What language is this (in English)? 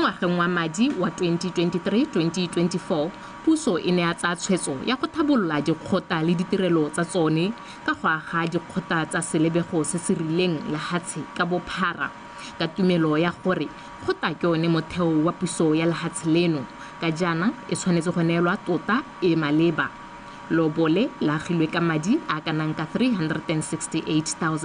Tswana